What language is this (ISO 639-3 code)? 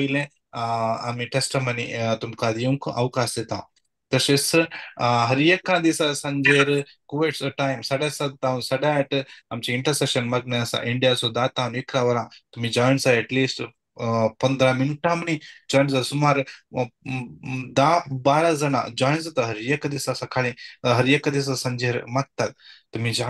kok